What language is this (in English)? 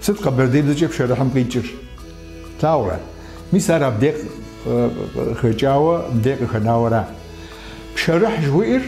Kabardian